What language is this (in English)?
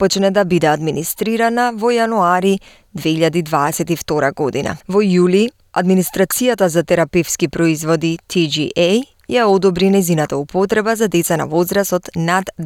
Macedonian